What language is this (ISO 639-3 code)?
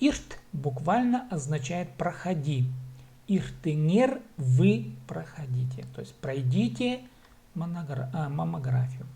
kjh